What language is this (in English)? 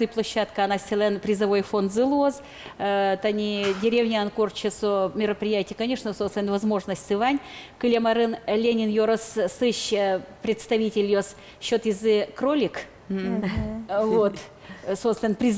Udmurt